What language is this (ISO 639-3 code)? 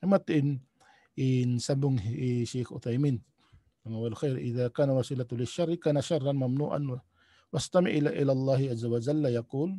tsg